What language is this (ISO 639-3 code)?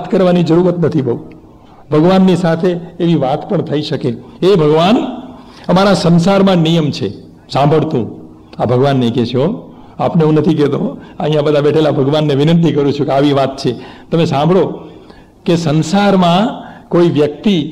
guj